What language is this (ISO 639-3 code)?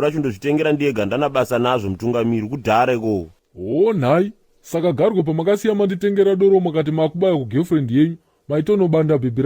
sna